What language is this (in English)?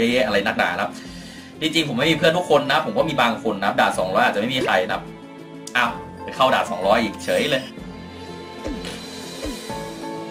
Thai